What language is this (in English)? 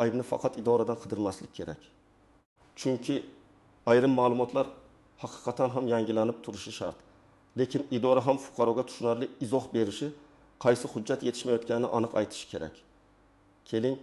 Uzbek